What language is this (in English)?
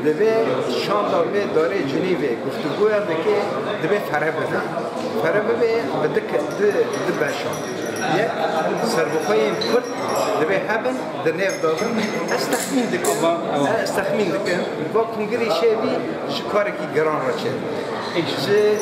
Kurdish